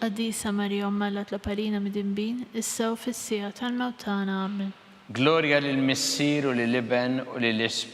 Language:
Maltese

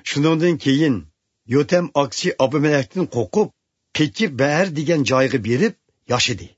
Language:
Uyghur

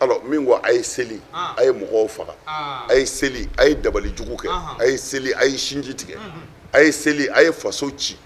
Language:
Bambara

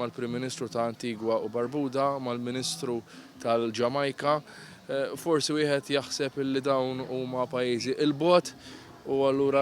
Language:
Maltese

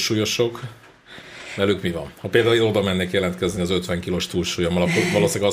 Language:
Hungarian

